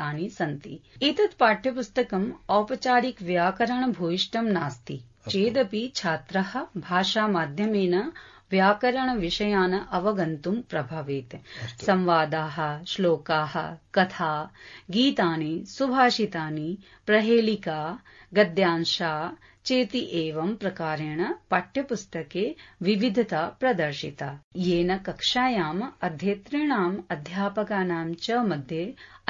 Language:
Sanskrit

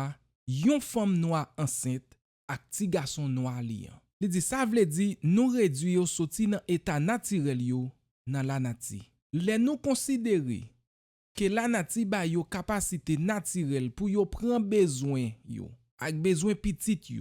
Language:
Haitian Creole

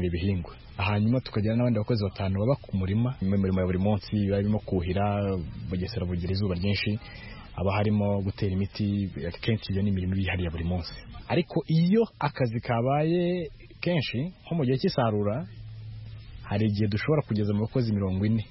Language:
Kinyarwanda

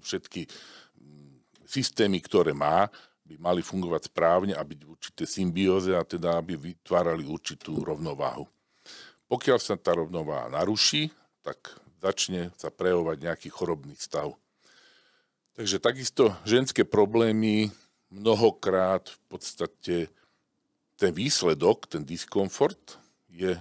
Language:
Slovak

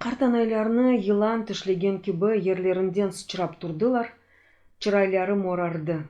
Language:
Crimean Tatar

